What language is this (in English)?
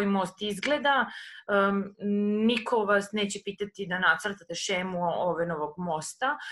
Serbian